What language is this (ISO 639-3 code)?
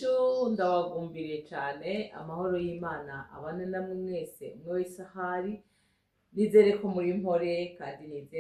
run